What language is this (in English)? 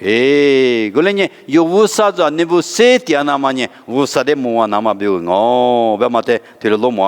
Lisu